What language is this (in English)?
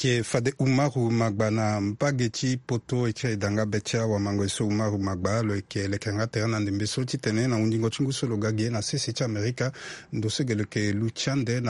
Sango